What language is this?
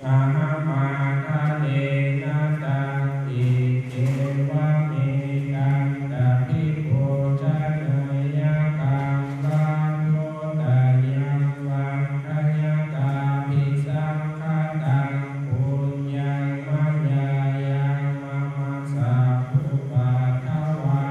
Pali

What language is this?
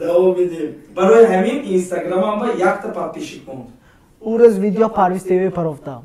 Tajik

